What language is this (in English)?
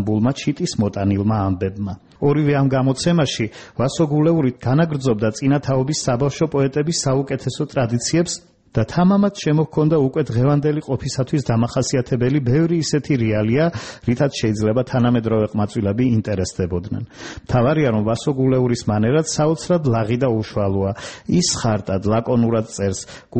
Georgian